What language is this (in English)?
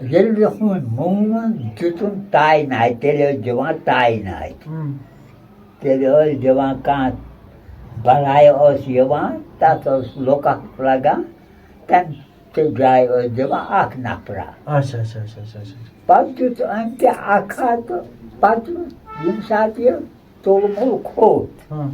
Kashmiri